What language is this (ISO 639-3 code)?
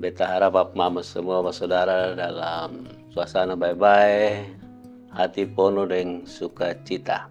mkn